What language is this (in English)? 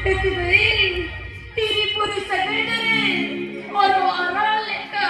Santali